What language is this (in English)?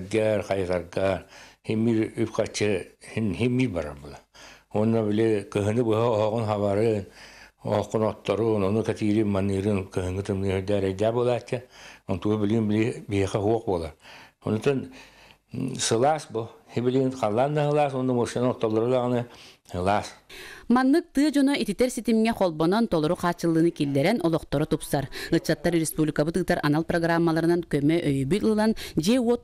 Yakut